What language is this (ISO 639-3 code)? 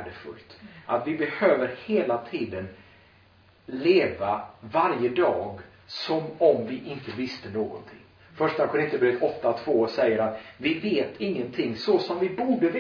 swe